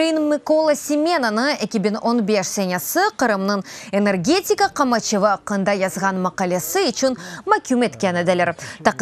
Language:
Crimean Tatar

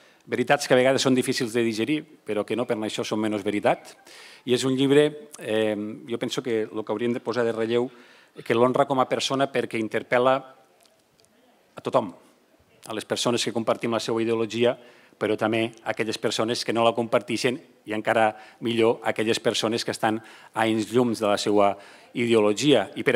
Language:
Catalan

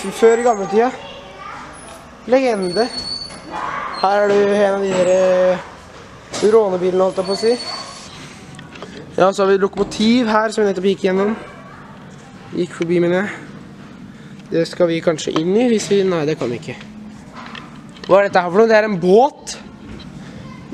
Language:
Norwegian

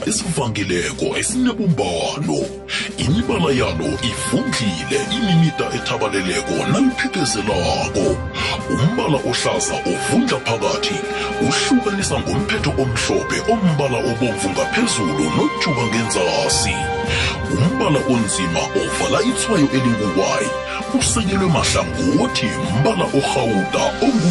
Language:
South Ndebele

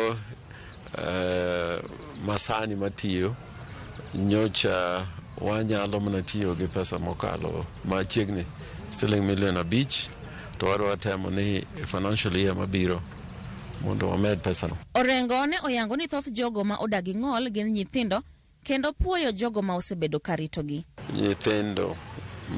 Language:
Luo (Kenya and Tanzania)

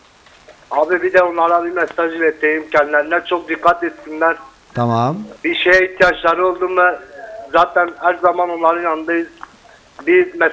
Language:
Turkish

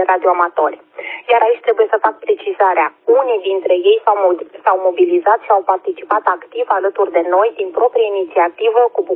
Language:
Romanian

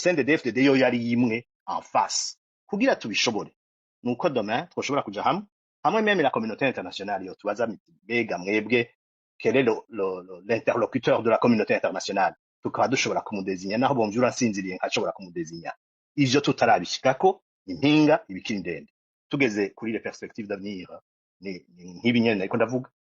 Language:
Rundi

